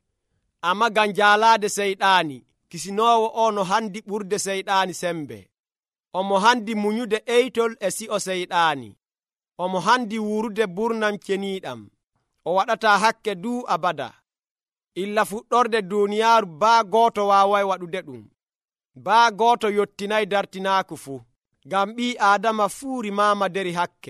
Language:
Nigerian Fulfulde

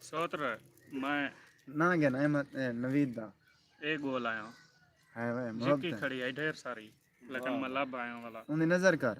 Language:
Saraiki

